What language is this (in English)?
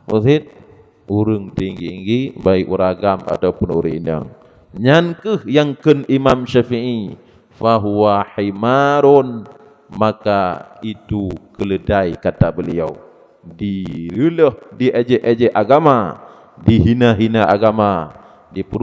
Achinese